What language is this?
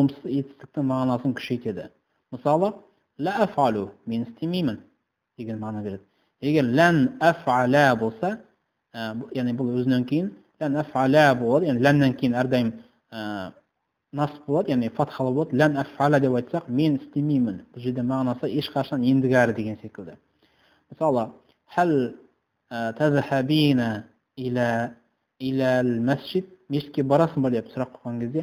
Kazakh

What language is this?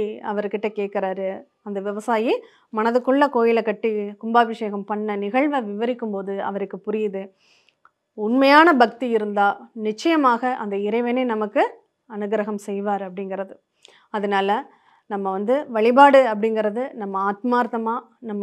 Tamil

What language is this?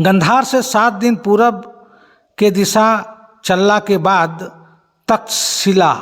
Magahi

